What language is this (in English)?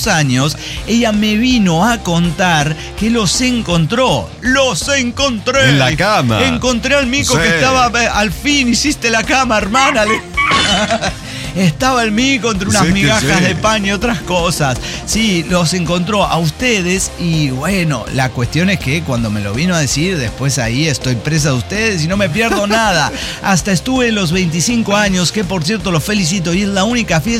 Spanish